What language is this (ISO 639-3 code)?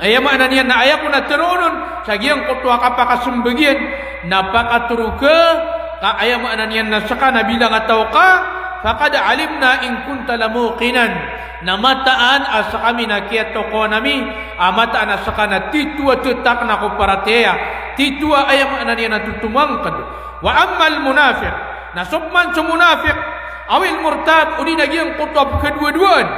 mrw